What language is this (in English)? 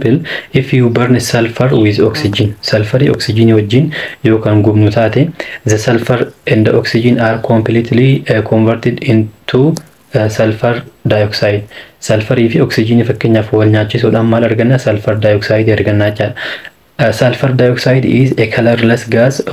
Oromo